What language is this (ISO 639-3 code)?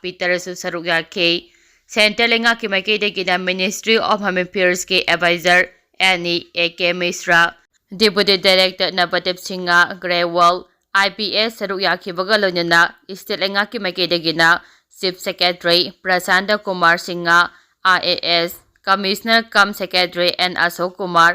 mni